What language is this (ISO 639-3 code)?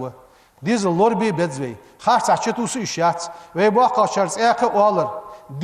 inh